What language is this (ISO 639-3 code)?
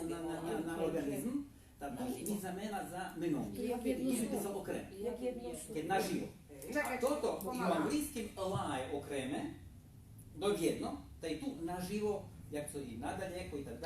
rue